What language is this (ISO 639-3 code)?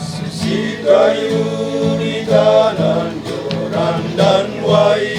sda